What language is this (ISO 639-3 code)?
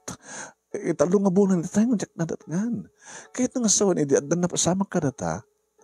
ilo